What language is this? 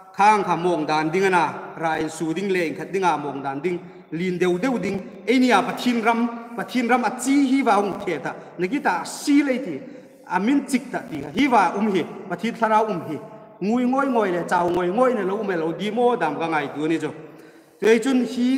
Hmar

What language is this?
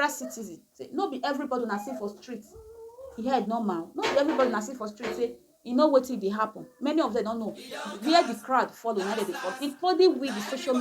Nigerian Pidgin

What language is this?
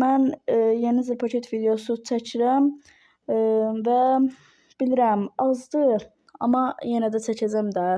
Azerbaijani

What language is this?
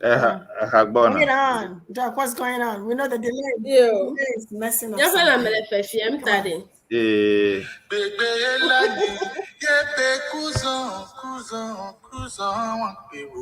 Ewe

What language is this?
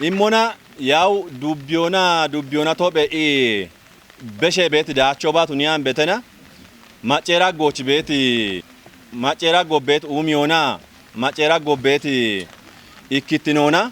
Kafa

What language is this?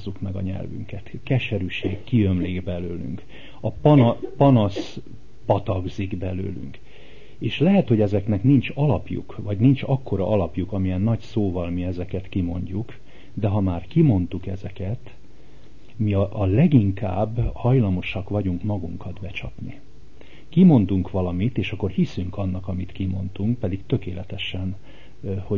Hungarian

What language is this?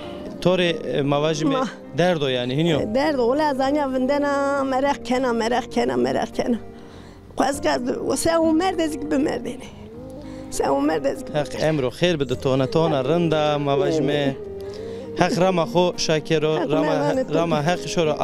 Zaza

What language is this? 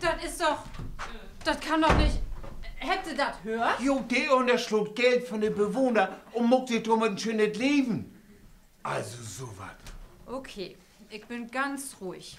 Low German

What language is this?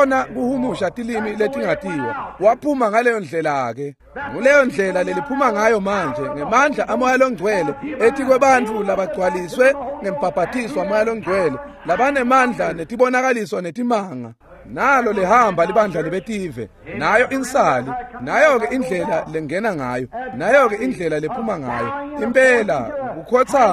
Swati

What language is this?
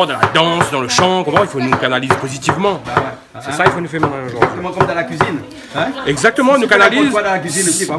Réunion Creole French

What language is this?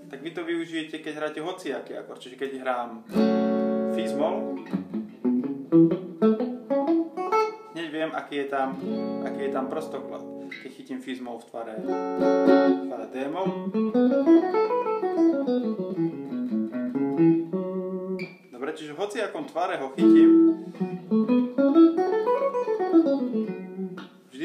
Slovak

